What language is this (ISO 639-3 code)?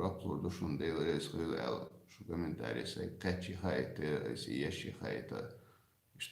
che